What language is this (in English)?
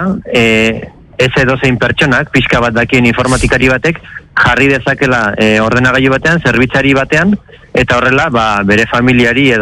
Basque